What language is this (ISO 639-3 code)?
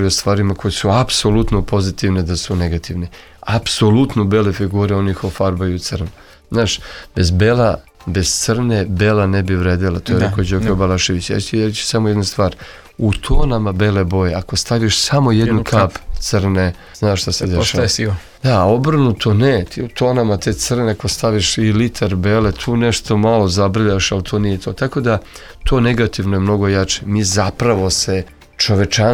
srp